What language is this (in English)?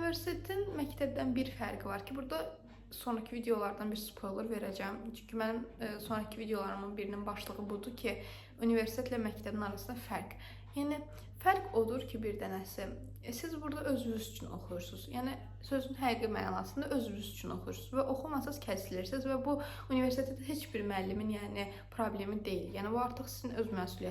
Azerbaijani